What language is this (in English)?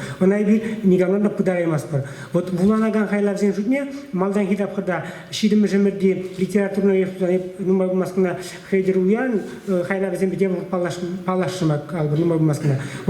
Chuvash